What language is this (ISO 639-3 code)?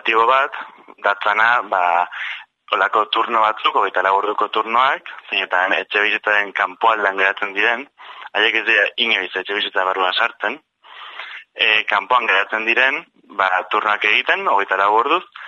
eus